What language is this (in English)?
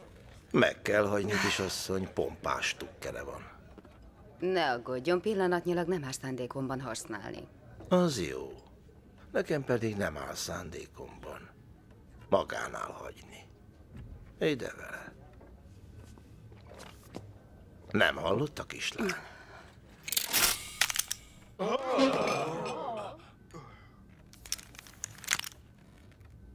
Hungarian